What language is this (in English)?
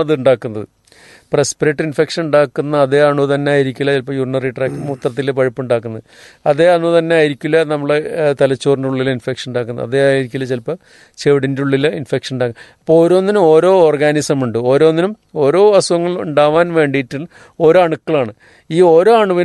Malayalam